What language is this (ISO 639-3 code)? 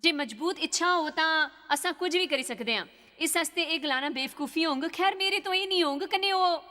doi